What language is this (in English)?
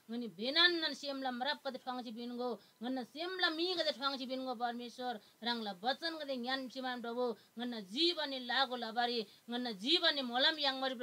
Eastern Tamang